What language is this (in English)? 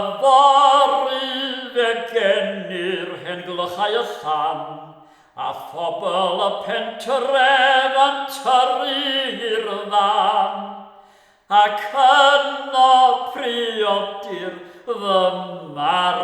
Welsh